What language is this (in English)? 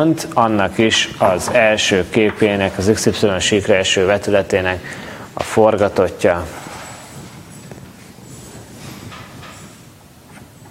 Hungarian